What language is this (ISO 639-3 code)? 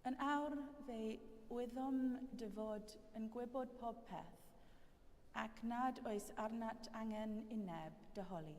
cym